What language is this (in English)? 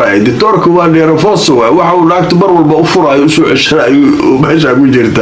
Somali